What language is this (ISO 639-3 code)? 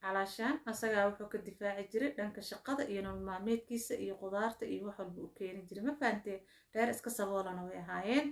som